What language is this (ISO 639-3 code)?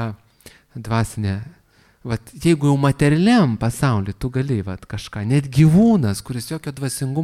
lit